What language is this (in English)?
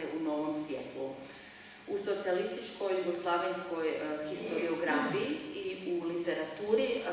Croatian